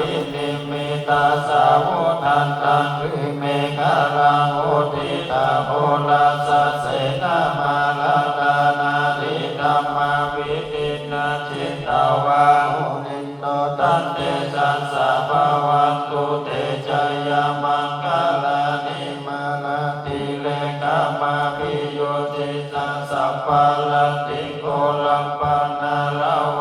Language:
Pali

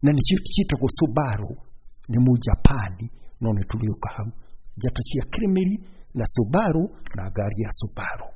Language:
Kikuyu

